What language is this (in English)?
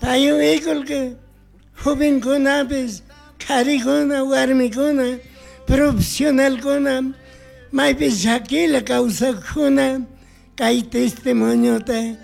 Chimborazo Highland Quichua